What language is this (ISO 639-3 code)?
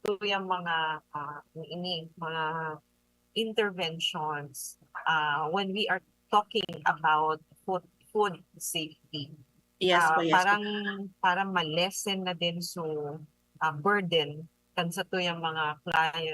bik